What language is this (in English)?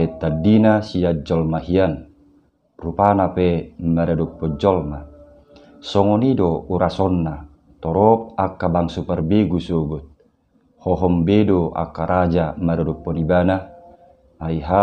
Batak Toba